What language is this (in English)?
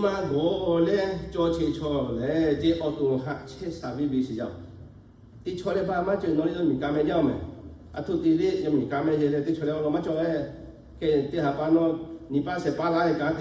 Lahu